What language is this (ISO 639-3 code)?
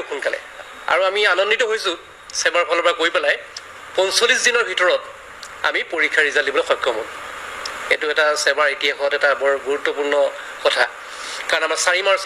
asm